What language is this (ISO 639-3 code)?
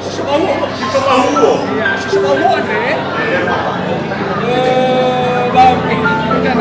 nia